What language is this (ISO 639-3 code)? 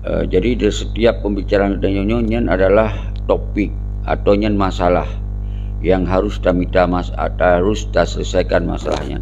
ace